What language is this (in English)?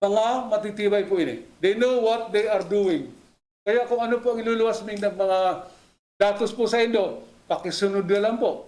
Bikol